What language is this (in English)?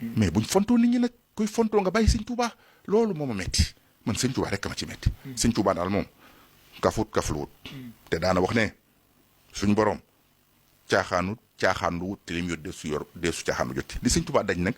Wolof